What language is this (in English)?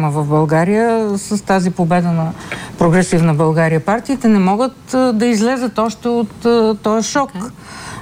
Bulgarian